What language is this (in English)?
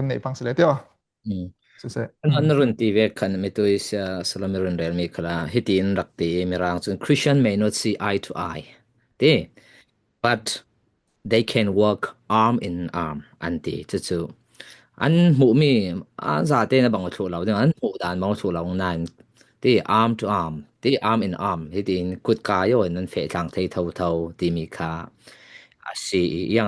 Falam Chin